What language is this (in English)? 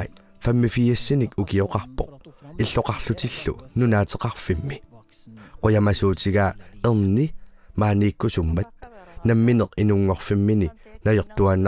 Kalaallisut